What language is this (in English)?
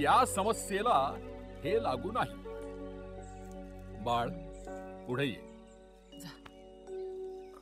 Marathi